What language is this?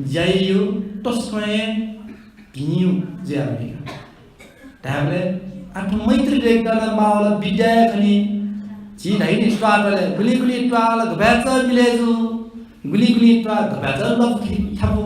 Newari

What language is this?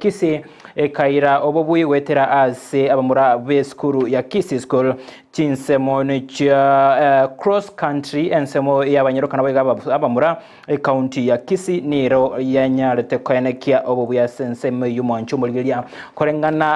Gusii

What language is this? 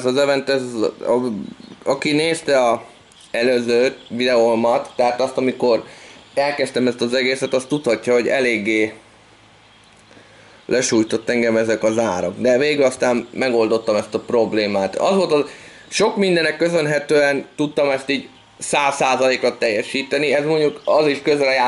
Hungarian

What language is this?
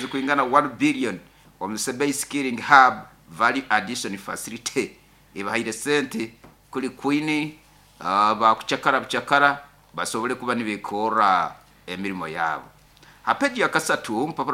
Nyoro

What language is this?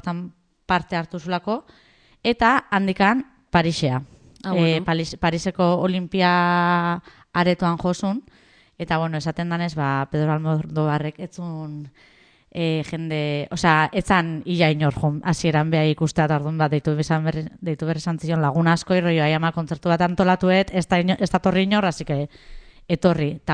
Basque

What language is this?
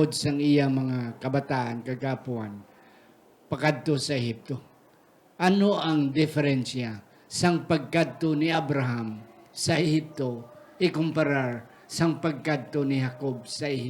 Hiligaynon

